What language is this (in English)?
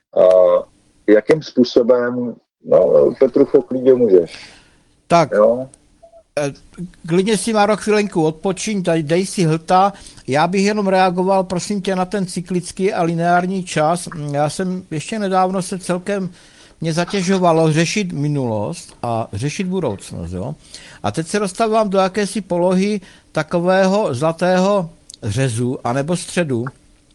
Czech